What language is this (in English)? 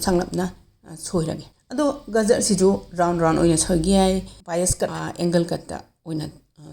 Manipuri